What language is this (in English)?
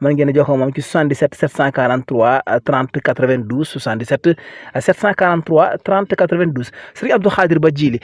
Wolof